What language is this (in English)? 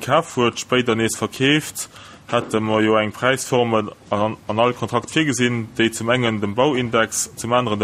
Luxembourgish